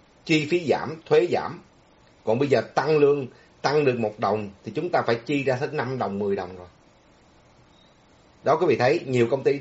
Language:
Vietnamese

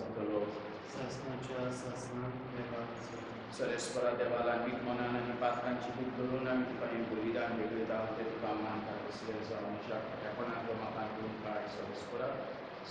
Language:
Konkani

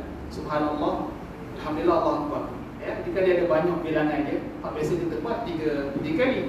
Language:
Malay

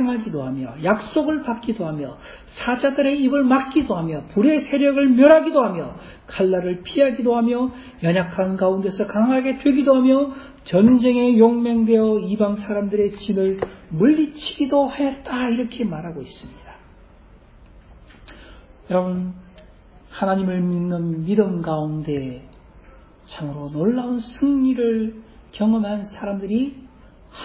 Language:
Korean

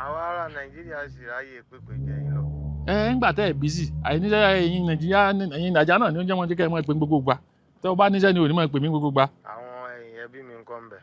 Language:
Yoruba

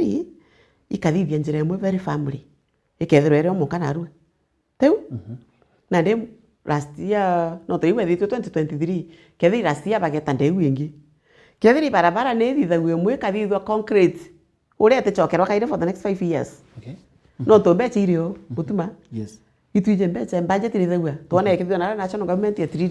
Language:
Meru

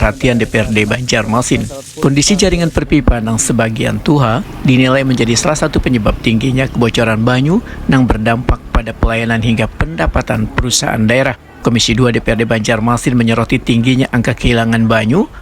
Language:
Banjar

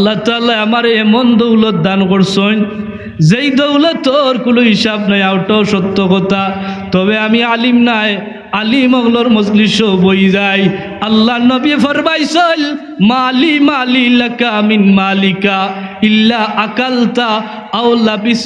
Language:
Sylheti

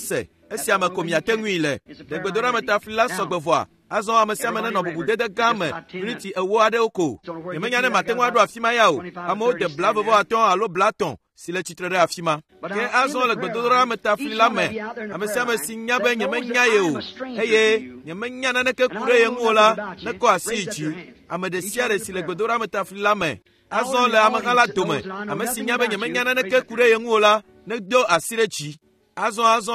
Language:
Ewe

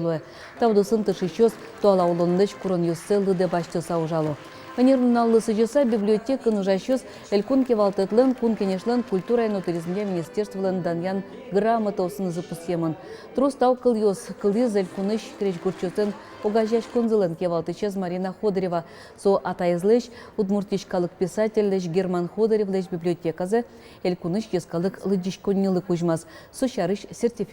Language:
Udmurt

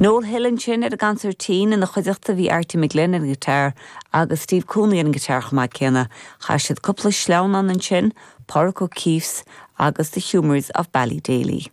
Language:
Irish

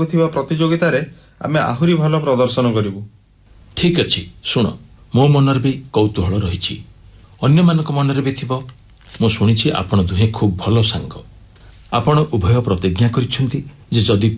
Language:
Odia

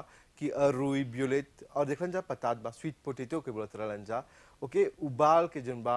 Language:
Bhojpuri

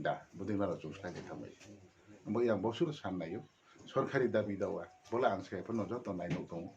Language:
Riang (India)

